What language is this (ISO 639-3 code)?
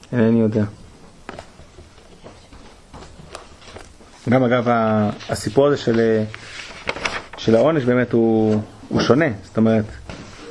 heb